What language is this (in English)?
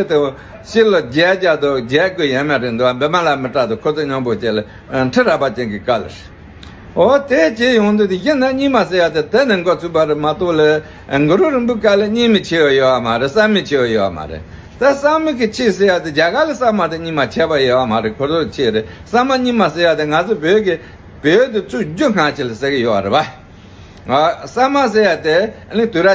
Tibetan